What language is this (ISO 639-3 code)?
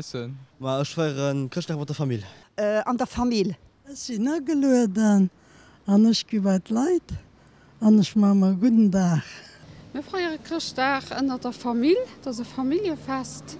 ltz